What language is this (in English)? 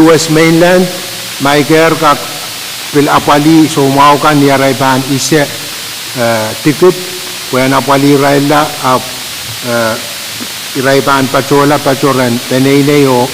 Pohnpeian